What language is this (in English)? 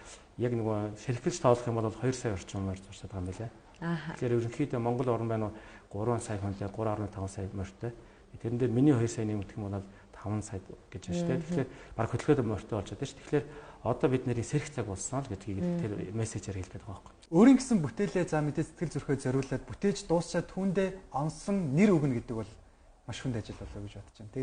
Mongolian